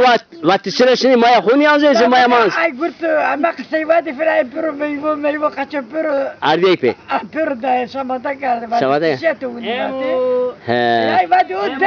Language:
Zaza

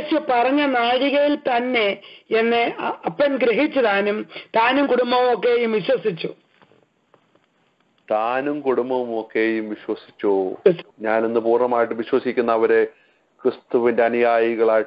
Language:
Malayalam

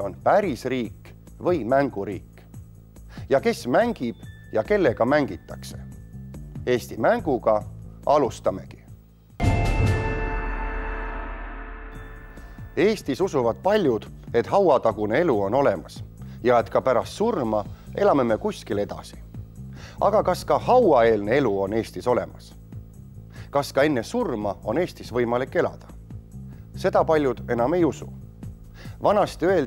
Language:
Estonian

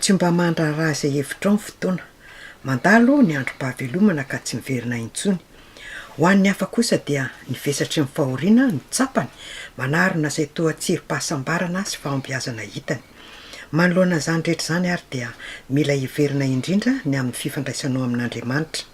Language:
Malagasy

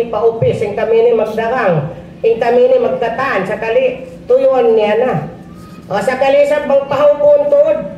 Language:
Tausug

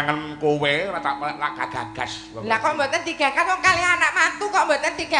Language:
Javanese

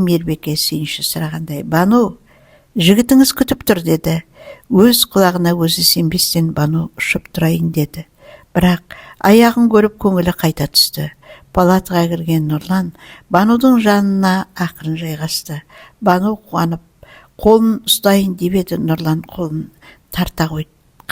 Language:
Kazakh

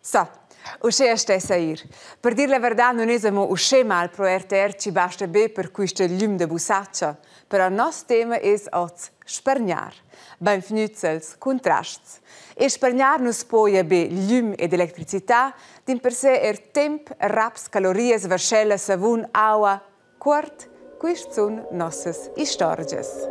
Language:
Romansh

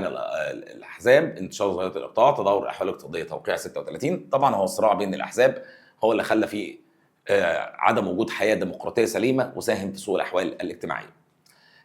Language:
Egyptian Arabic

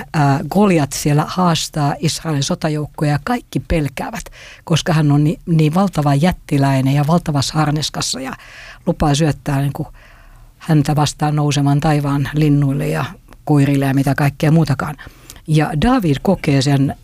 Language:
Finnish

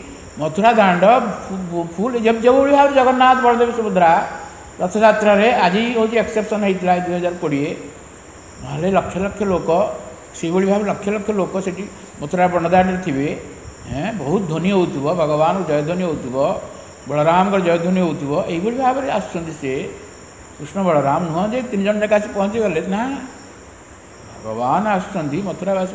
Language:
Odia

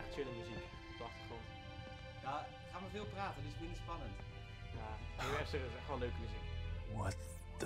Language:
Dutch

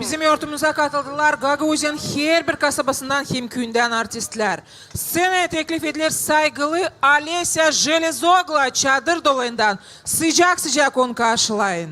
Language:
Gagauz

